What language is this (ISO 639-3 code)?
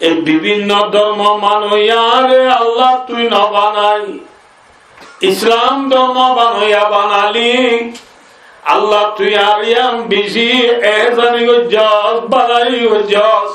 rhg